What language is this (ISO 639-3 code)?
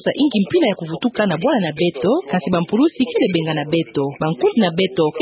ktu